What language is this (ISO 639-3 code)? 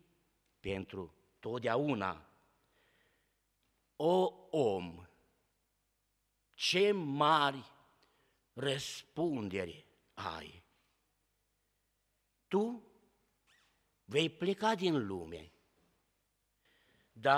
ron